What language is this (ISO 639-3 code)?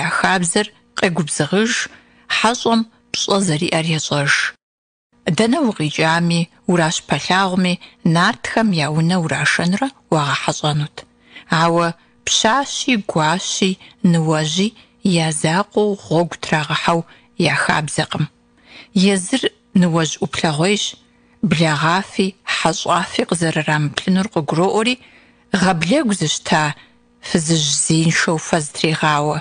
kbd